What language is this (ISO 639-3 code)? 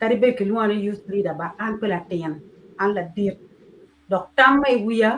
ach